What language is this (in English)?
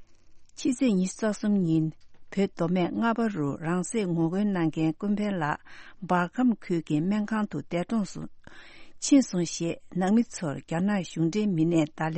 Tibetan